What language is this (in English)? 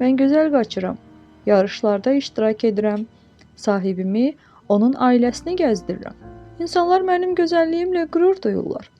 Azerbaijani